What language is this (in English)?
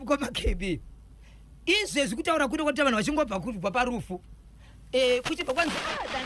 Shona